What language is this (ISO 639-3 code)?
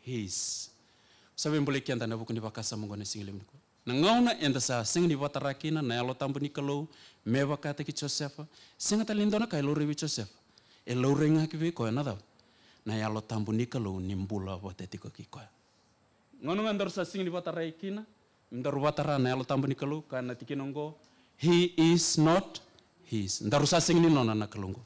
fij